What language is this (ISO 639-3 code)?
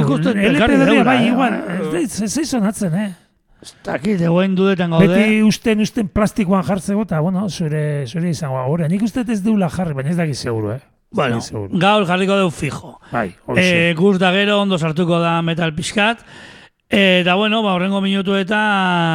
eus